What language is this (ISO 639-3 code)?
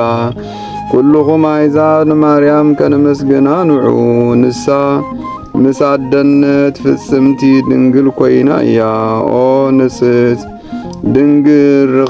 tir